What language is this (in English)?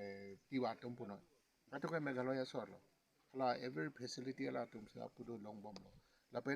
Karbi